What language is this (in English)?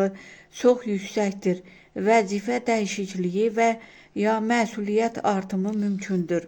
Azerbaijani